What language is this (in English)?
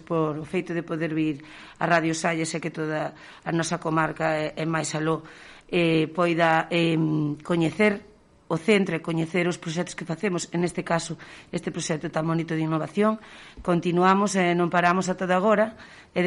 Galician